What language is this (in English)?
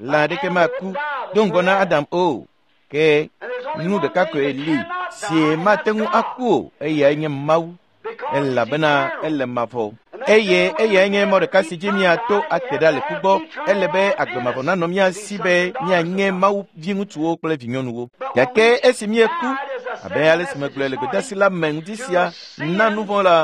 Ewe